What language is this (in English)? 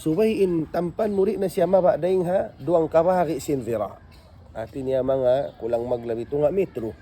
Tausug